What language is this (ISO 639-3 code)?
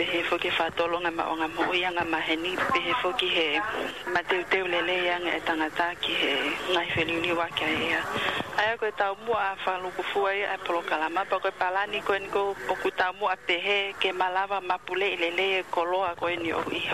ton